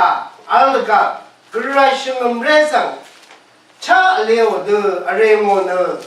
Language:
Rawang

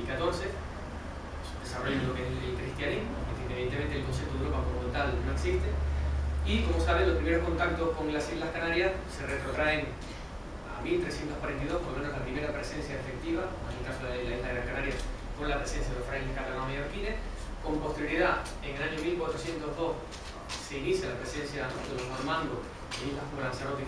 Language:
Spanish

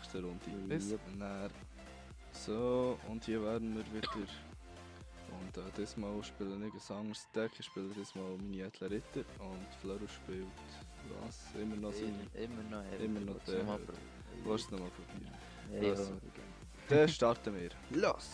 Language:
Swiss German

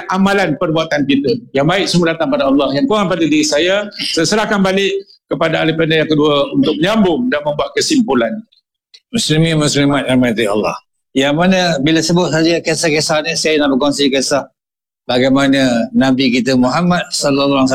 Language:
Malay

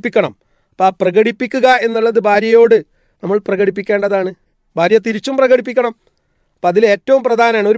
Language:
Malayalam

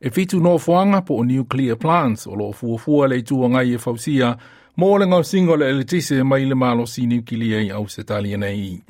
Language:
Samoan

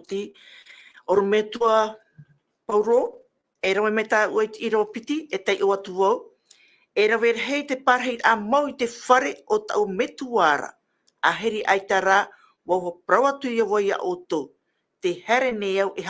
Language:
Tahitian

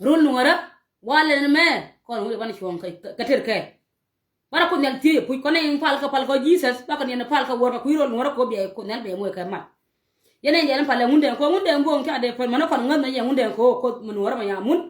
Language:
Nuer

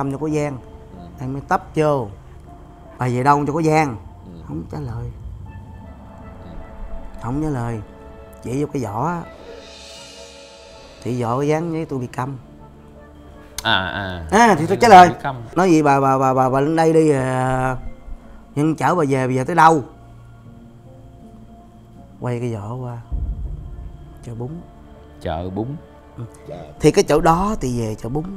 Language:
Vietnamese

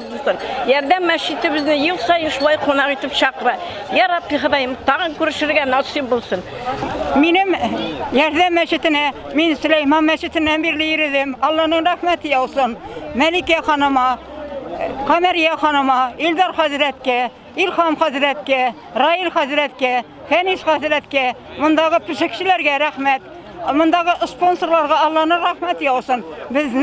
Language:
Tatar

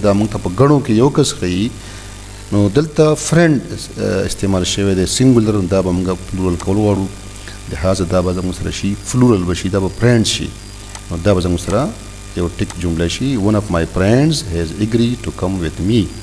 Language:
Pashto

